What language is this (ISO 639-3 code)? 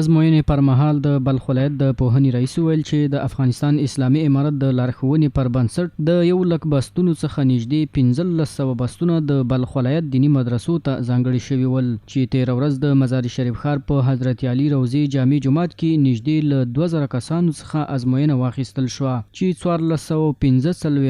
pus